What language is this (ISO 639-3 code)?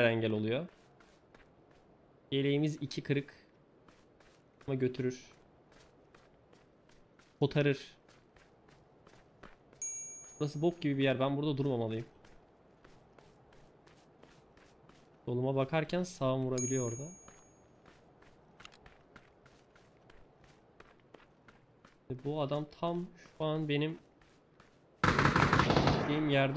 tur